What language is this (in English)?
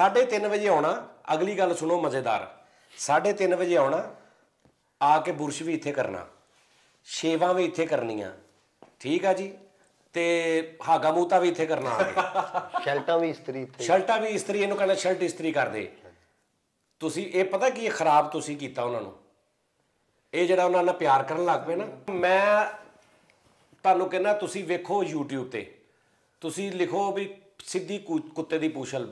Punjabi